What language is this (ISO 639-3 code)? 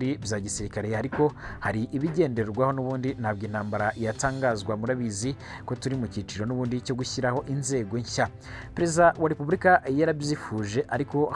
kin